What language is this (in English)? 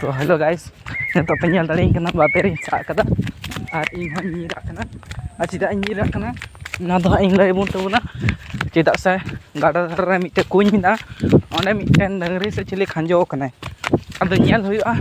Santali